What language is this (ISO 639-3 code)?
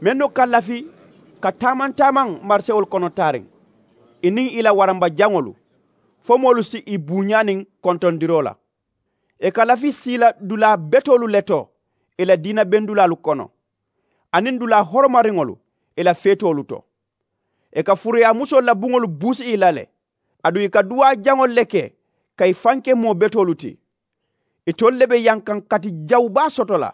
man